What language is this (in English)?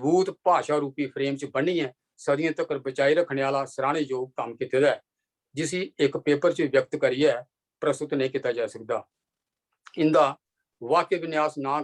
Dogri